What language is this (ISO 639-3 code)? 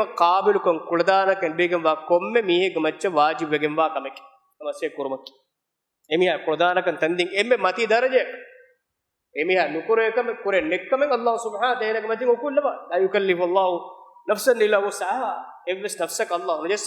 div